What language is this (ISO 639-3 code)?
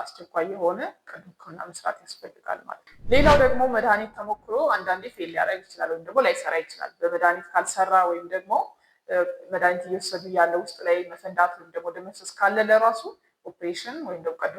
amh